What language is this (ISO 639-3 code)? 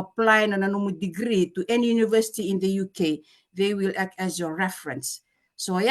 fij